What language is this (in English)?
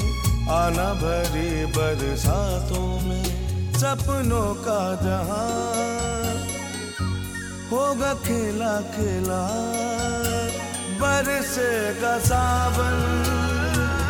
Hindi